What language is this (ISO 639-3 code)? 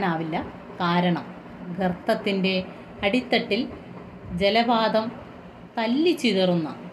mal